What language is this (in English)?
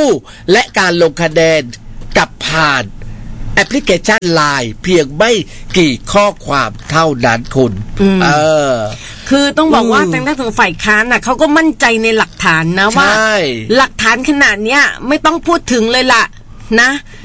Thai